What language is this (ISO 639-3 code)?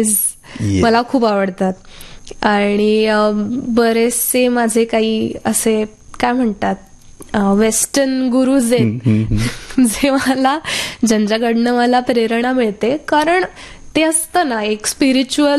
mar